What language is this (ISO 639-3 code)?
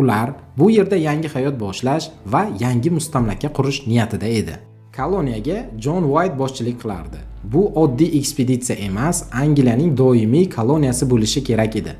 uzb